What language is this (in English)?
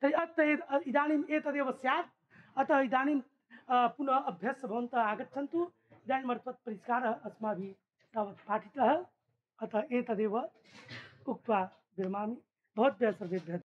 Sanskrit